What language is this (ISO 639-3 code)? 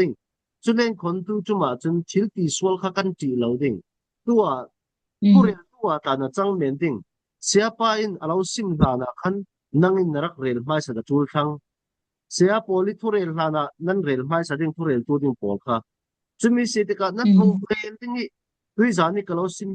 cfm